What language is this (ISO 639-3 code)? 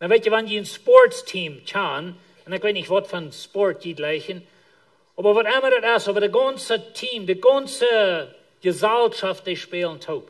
pdt